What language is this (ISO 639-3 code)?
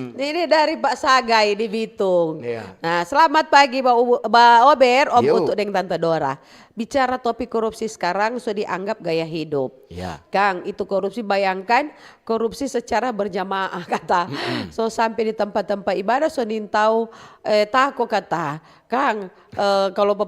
xmm